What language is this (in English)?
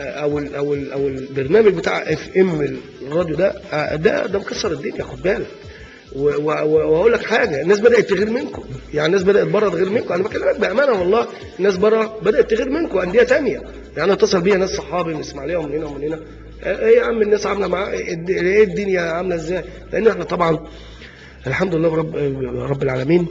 Egyptian Arabic